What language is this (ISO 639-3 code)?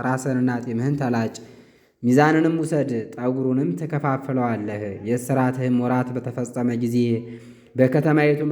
amh